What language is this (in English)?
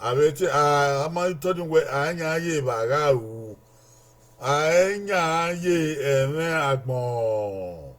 Bini